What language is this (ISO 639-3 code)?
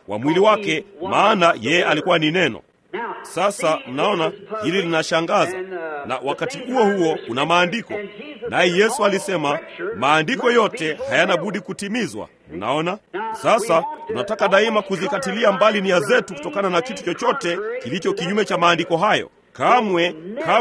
swa